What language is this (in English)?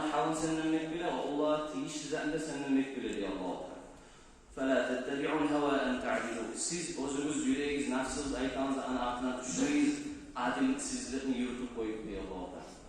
Kumyk